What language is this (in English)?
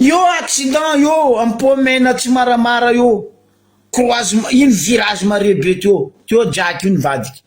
Malagasy